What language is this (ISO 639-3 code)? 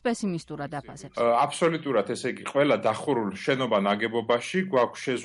kat